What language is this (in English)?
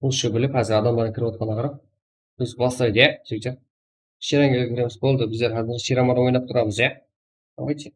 Kara-Kalpak